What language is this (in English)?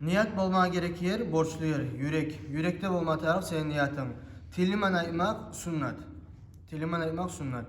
Kumyk